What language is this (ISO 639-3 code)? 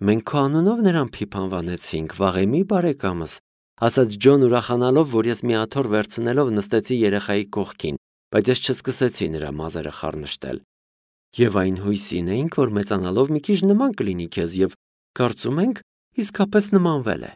hye